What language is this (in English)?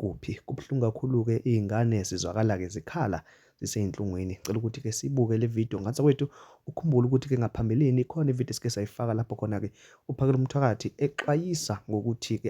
Zulu